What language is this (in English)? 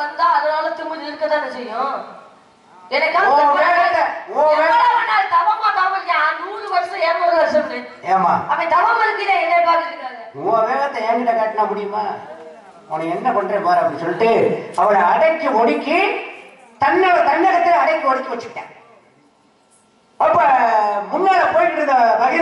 Tamil